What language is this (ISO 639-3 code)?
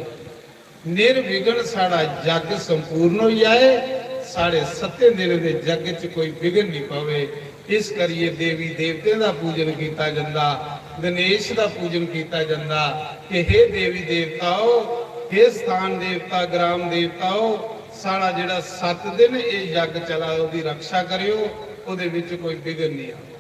doi